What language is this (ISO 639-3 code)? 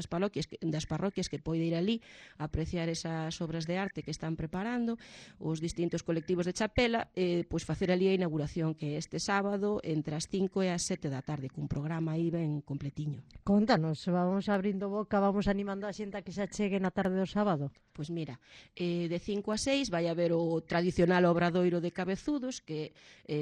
glg